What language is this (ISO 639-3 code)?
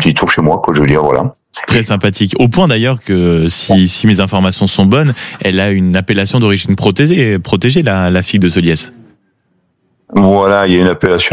fra